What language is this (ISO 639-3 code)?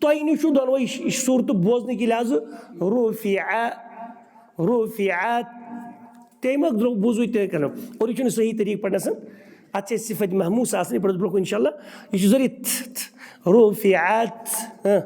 kas